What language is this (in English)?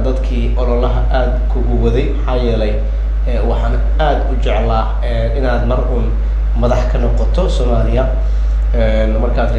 Somali